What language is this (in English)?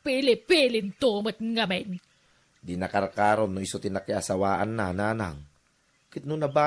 Iloko